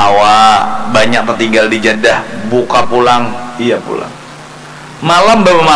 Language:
Banjar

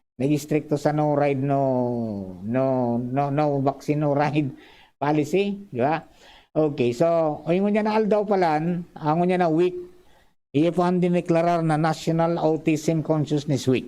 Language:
Bikol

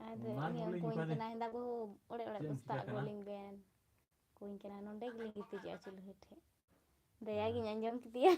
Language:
Santali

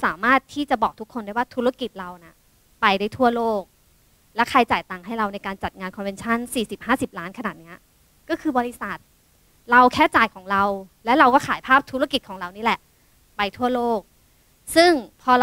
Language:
Thai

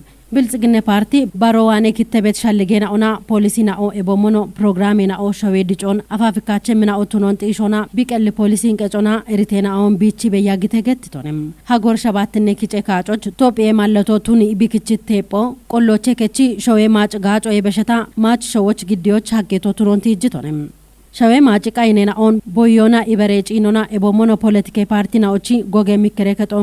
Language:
Kafa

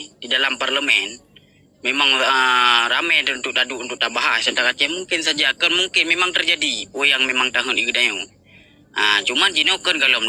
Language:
Achinese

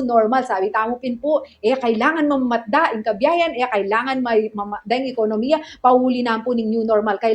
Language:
Pampanga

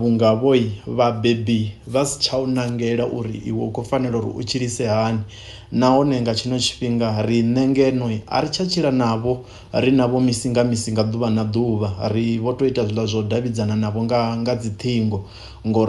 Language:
Venda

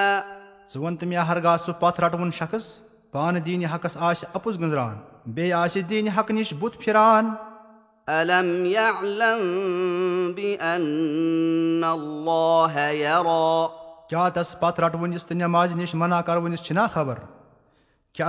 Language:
Kashmiri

